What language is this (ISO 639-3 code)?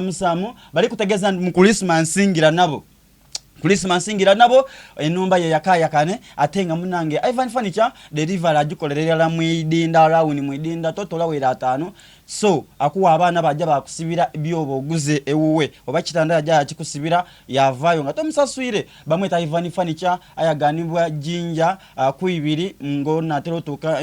xog